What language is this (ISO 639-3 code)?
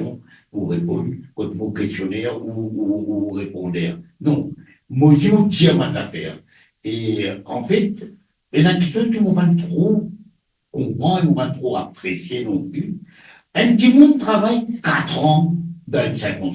mfe